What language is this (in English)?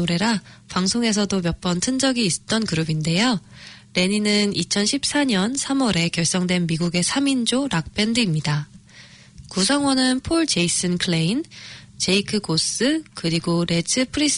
Korean